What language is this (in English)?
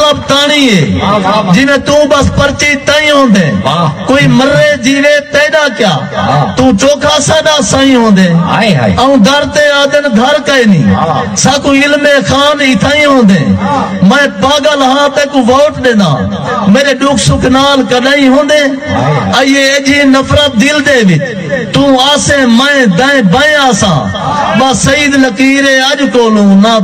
Saraiki